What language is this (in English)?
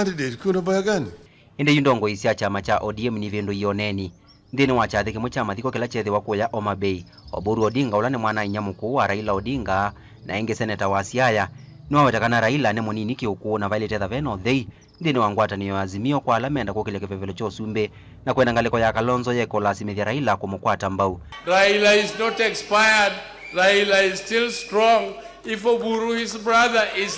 Kamba